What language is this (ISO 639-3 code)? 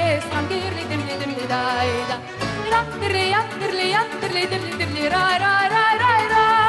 ron